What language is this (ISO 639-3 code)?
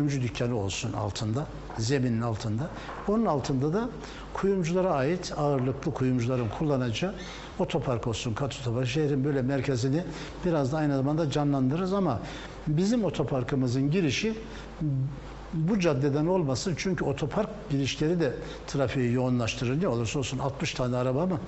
tur